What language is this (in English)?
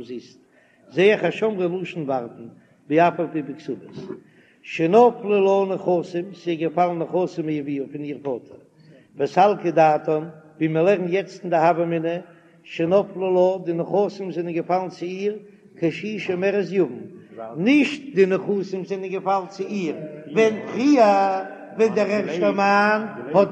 Yiddish